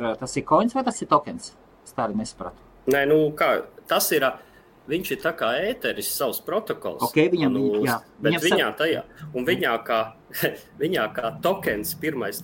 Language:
Latvian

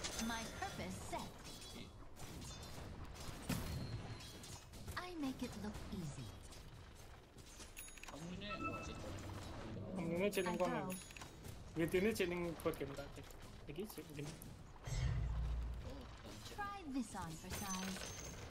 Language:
Indonesian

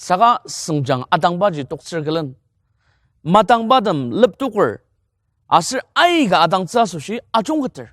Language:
Ao Naga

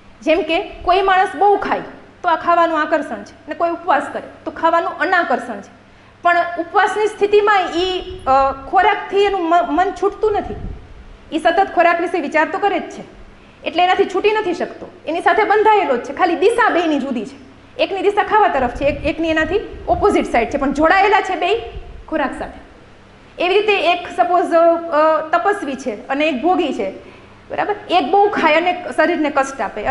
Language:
Gujarati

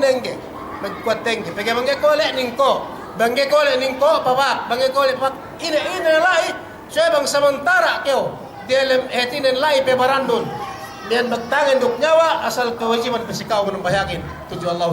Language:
Yakan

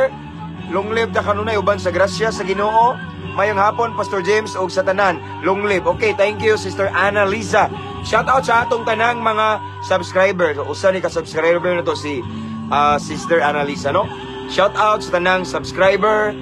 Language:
Cebuano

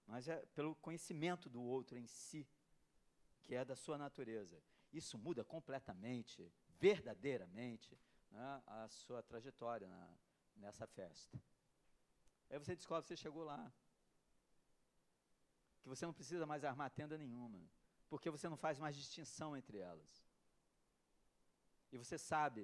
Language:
Portuguese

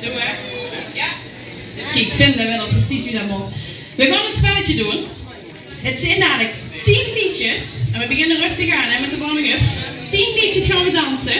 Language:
Limburgish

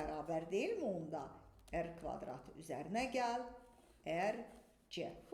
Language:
Azerbaijani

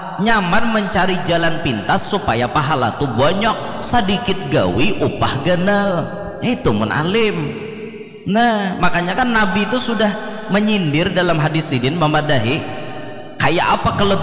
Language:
Banjar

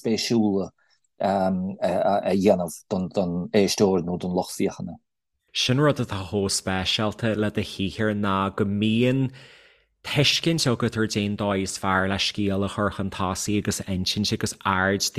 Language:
Irish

